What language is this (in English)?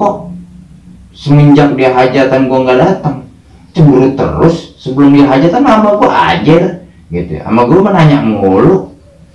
Betawi